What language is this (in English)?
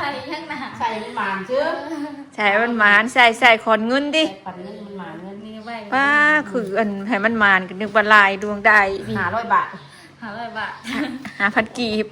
Northeastern Thai